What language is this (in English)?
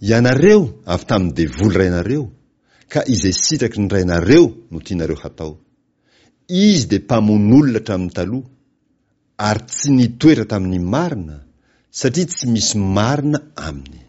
Malagasy